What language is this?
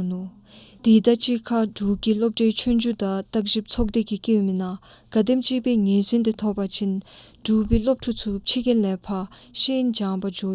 Dzongkha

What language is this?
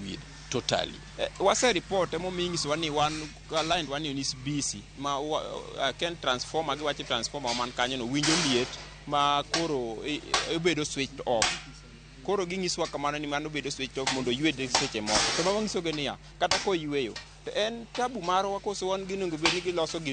Luo (Kenya and Tanzania)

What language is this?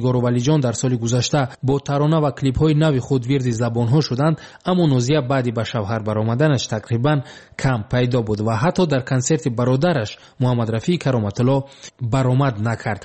Tajik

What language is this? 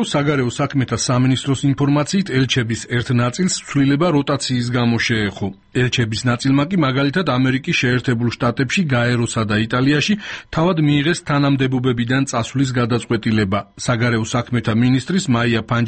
Georgian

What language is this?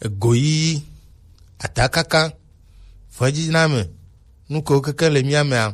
Gen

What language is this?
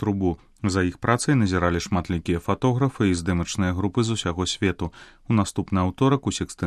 Belarusian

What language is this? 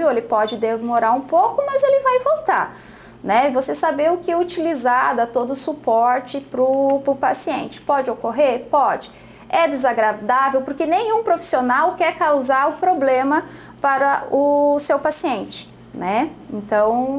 Portuguese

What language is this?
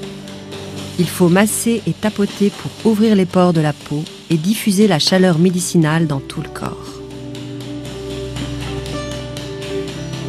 French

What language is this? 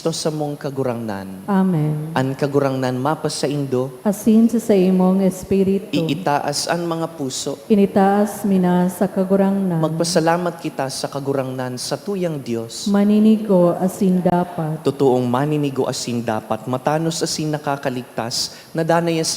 Bikol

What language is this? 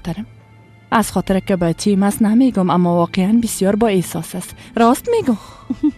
Persian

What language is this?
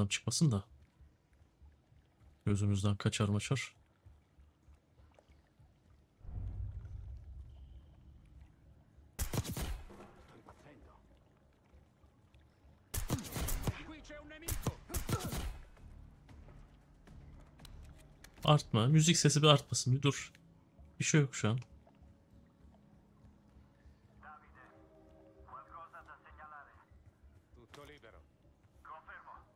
Turkish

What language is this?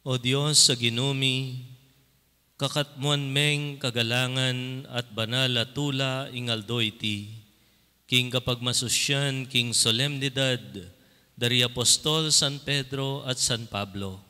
Pampanga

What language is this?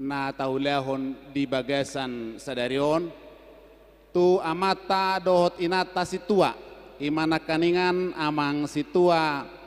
Batak Toba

